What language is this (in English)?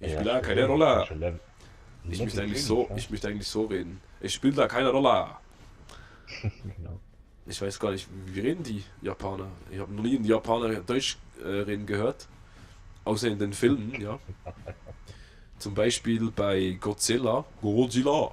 Swiss German